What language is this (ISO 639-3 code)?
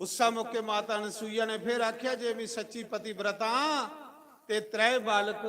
doi